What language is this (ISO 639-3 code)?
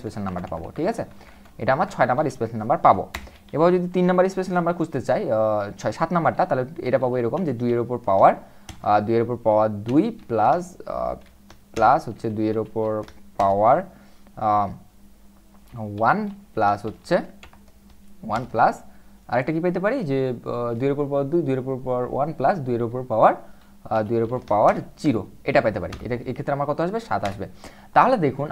ben